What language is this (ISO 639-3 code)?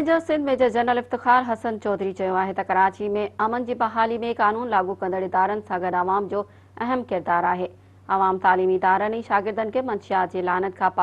snd